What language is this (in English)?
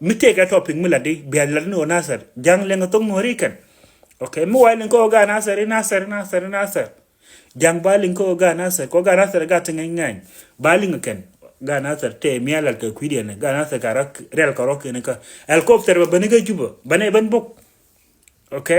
Nuer